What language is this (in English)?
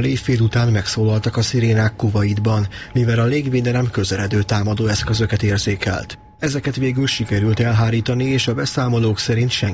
Hungarian